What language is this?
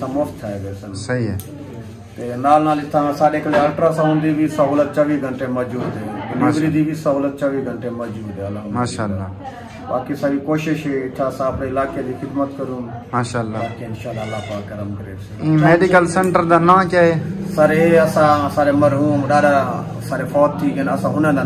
Saraiki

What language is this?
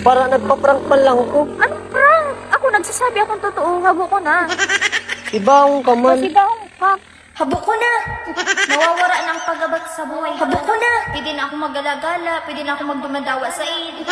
Bikol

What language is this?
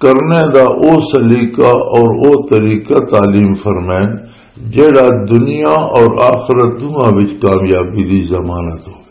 Western Panjabi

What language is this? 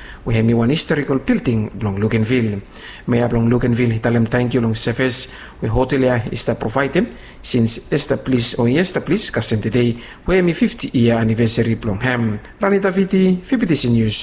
Bislama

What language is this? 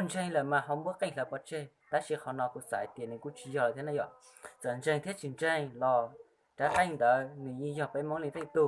Hmong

